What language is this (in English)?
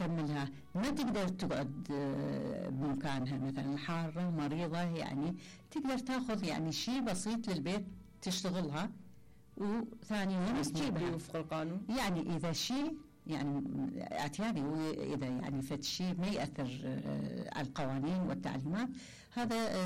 Mesopotamian Arabic